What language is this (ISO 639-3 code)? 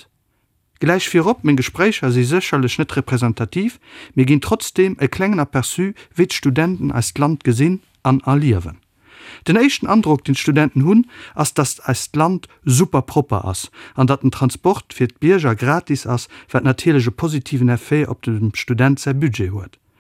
ltz